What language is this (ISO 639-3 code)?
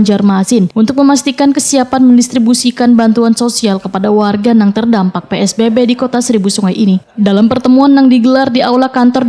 bjn